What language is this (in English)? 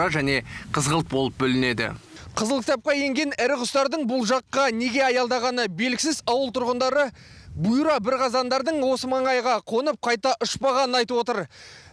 Kazakh